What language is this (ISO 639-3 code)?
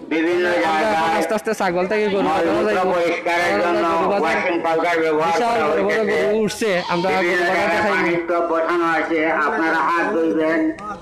syl